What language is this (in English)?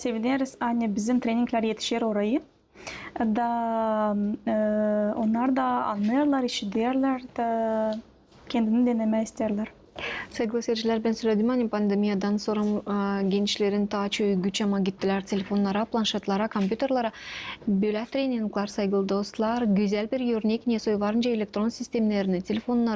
Gagauz